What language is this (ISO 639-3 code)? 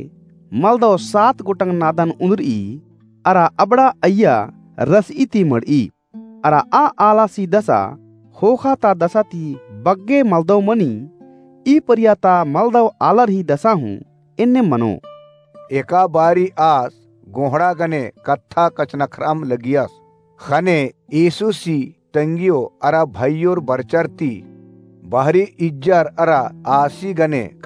kru